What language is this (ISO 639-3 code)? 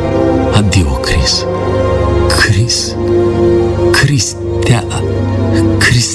ron